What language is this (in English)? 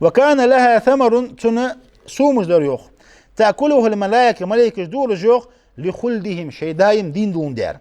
Ingush